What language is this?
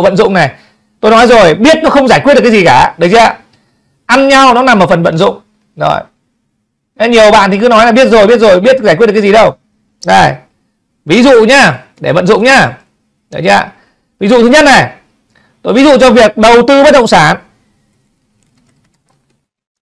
Vietnamese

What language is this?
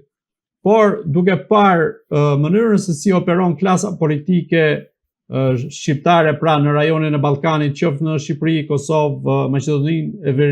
Albanian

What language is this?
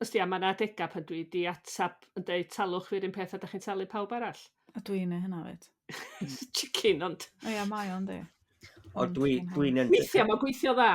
Welsh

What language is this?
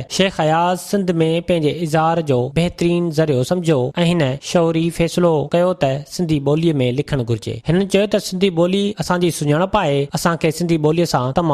Sindhi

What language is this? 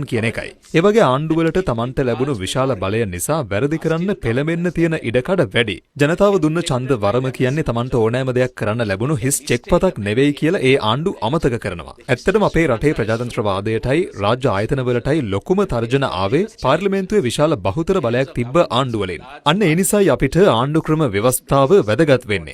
Sinhala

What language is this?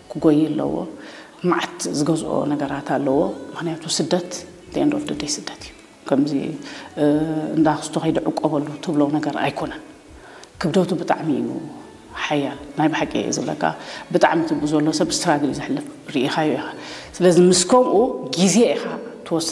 Tigrinya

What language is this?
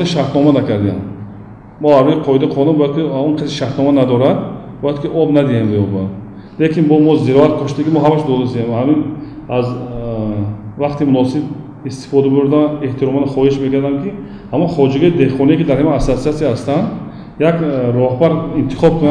Tajik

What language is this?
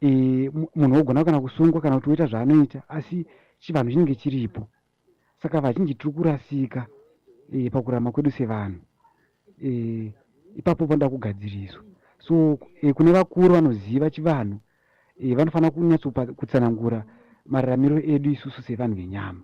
Shona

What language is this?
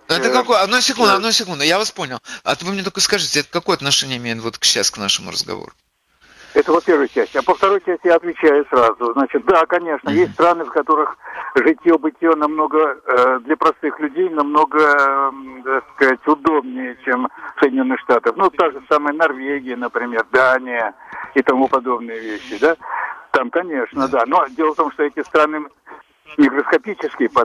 Russian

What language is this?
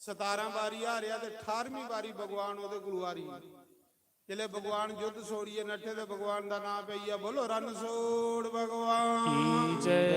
Dogri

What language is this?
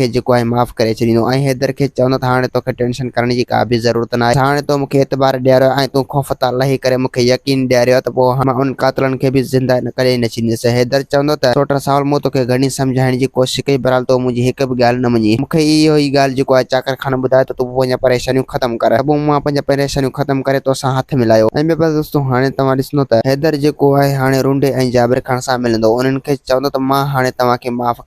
Sindhi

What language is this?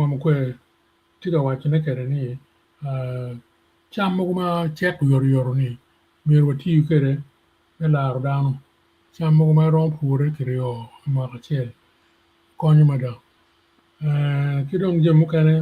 Acoli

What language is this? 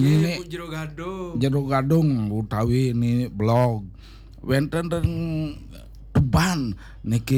Balinese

